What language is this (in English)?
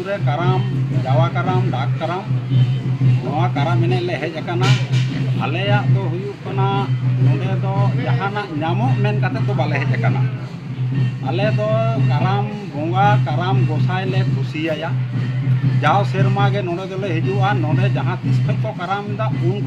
Santali